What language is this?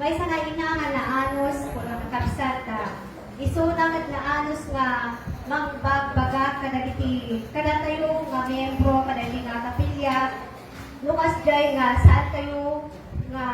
Iloko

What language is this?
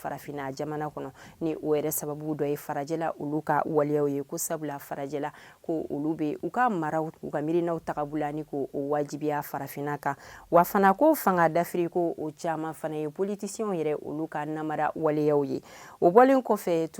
Bambara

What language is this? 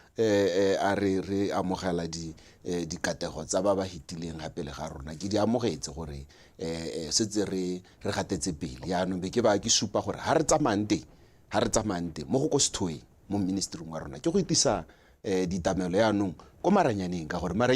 Tswana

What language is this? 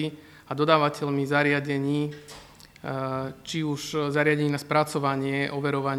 Slovak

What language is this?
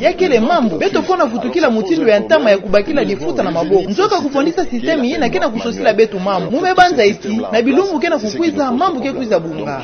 Kituba (Democratic Republic of Congo)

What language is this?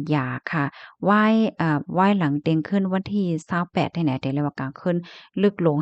Shan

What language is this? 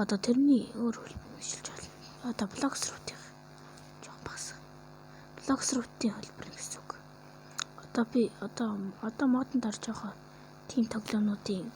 Mongolian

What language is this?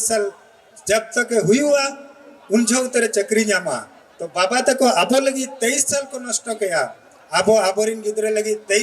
Santali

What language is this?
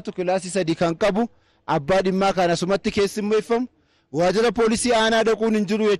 Oromo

